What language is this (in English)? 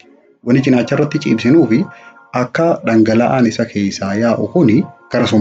Oromo